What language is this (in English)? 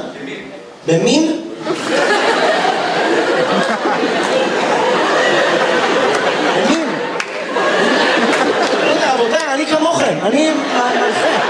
Hebrew